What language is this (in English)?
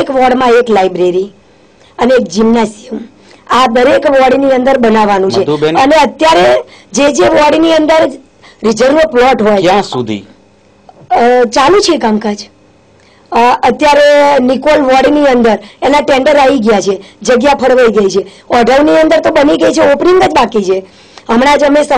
Gujarati